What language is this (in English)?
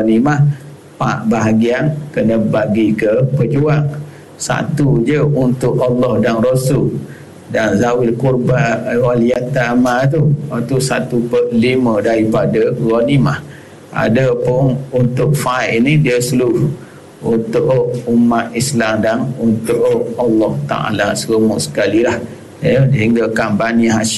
Malay